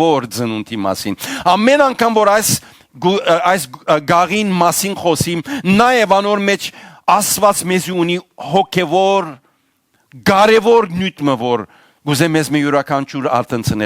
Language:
Western Armenian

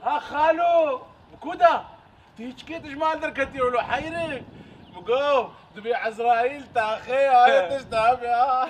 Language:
Kurdish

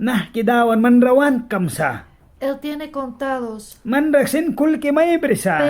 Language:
Mískito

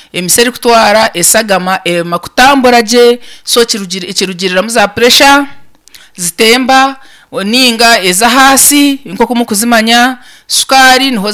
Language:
Nyankole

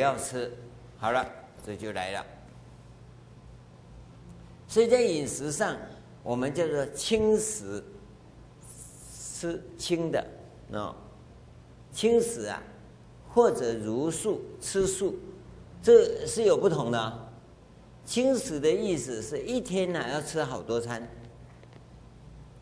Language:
Chinese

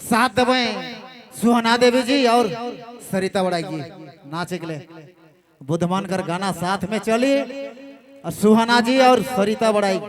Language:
Sadri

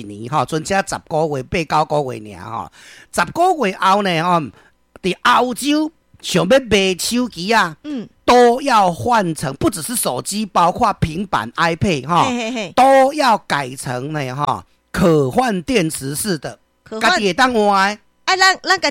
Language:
Min Nan Chinese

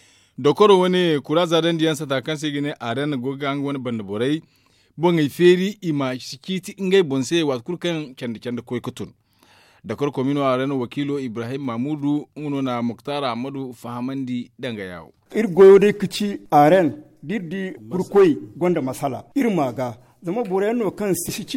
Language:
Zarma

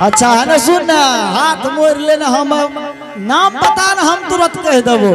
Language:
Angika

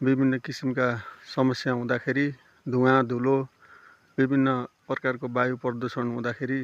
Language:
Nepali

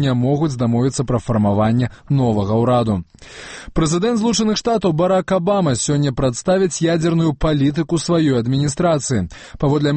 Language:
Belarusian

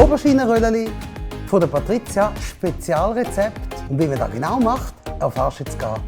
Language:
Swiss German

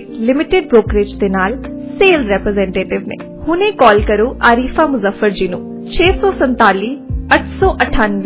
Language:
Punjabi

